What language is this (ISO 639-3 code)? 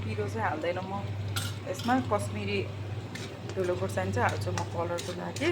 nep